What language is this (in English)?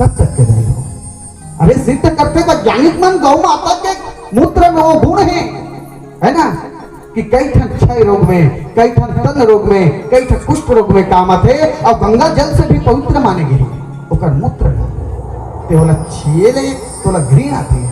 Chhattisgarhi